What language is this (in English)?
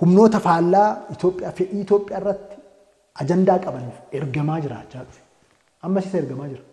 Oromo